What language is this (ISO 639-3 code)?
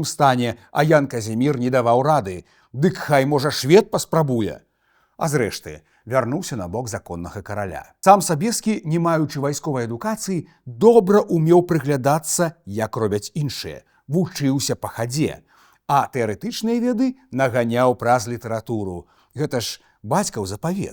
bel